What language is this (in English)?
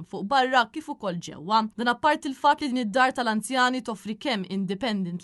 Maltese